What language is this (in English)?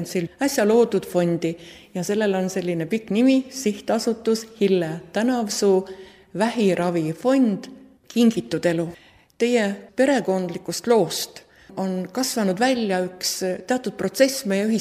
Estonian